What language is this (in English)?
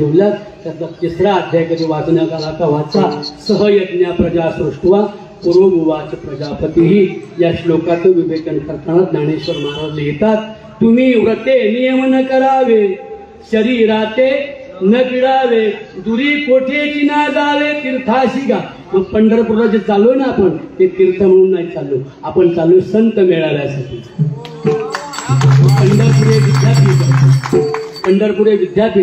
Marathi